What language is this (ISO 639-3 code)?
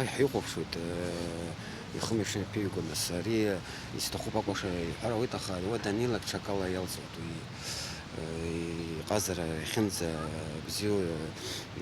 abk